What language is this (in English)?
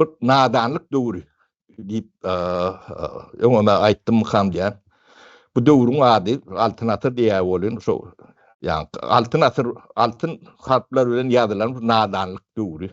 Turkmen